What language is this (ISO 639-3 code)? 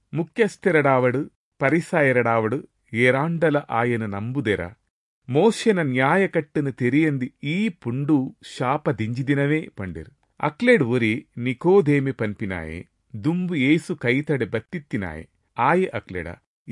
tcy